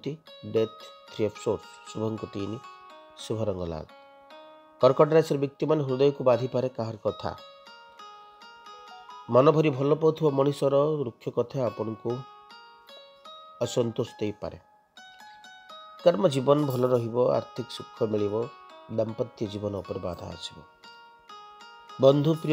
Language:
Odia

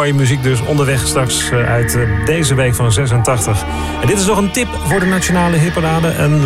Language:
Dutch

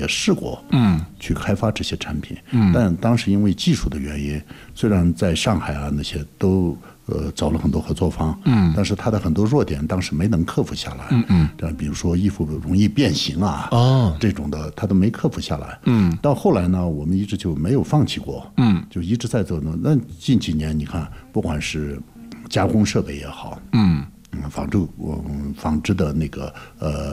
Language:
Chinese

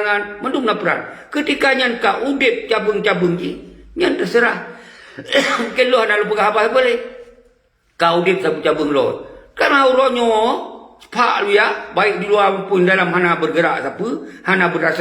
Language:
Achinese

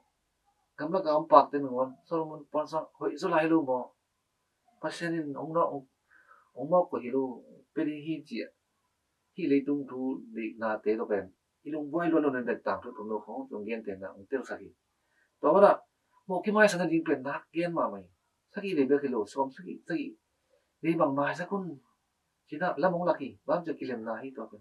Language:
Tedim Chin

